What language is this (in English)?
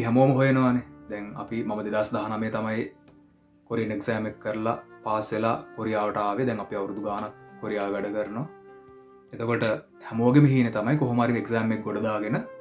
Sinhala